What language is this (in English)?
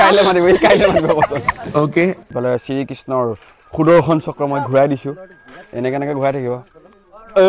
Assamese